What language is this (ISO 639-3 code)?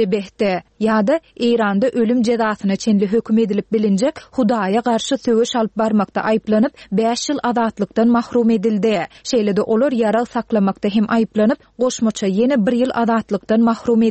tuk